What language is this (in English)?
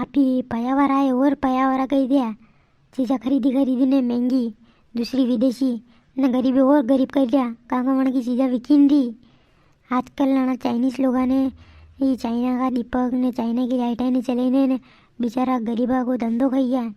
Rajasthani